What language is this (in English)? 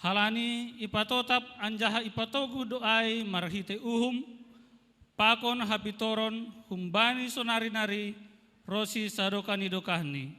Batak Simalungun